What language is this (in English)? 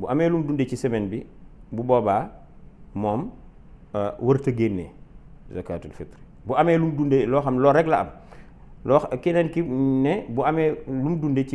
Wolof